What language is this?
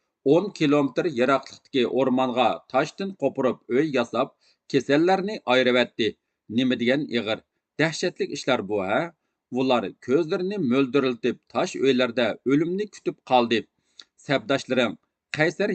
Uyghur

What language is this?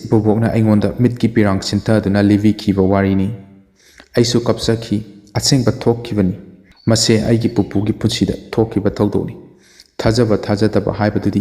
Manipuri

